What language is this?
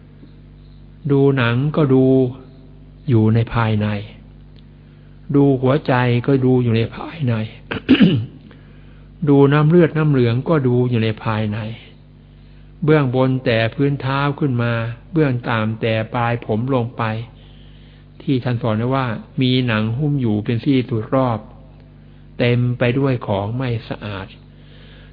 Thai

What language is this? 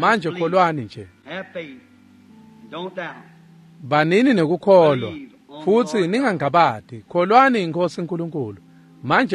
Swati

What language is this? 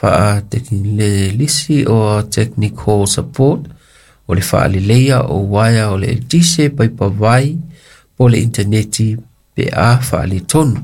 Samoan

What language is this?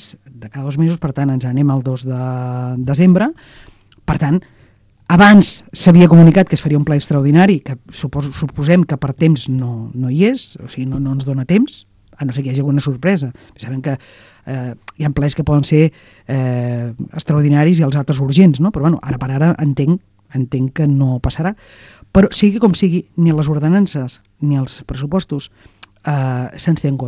Catalan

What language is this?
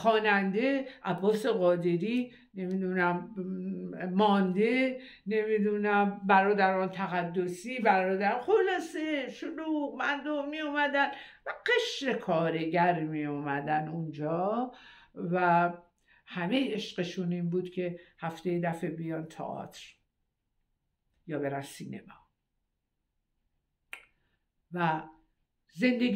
Persian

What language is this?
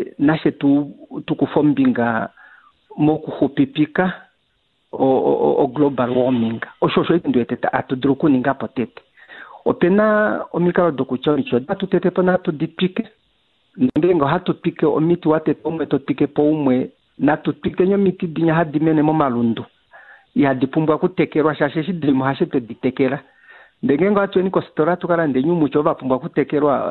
Kuanyama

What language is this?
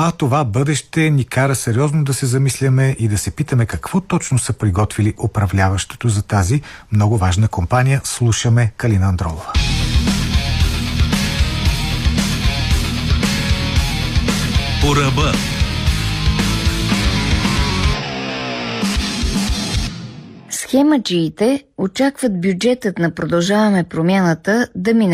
Bulgarian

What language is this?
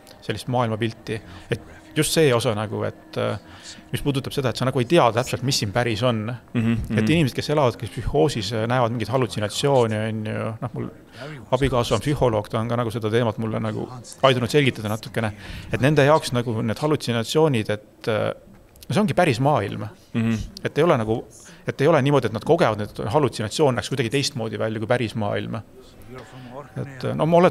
Estonian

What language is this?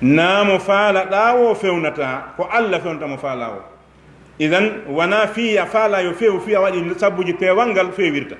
Fula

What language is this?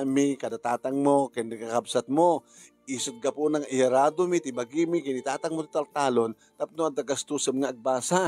Iloko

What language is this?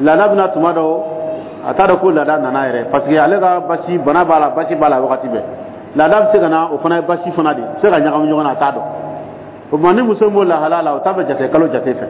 Dyula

